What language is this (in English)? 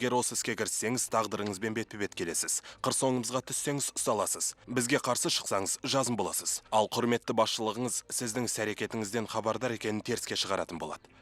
Kazakh